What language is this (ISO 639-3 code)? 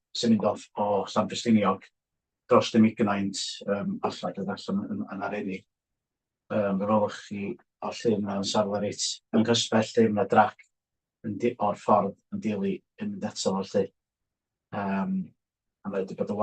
cym